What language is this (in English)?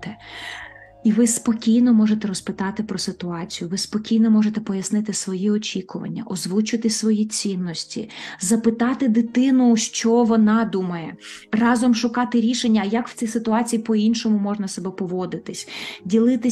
Ukrainian